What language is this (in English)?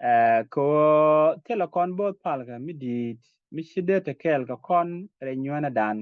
Nuer